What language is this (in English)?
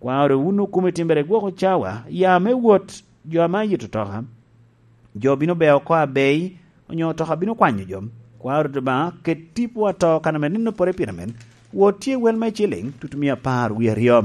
Lango (Uganda)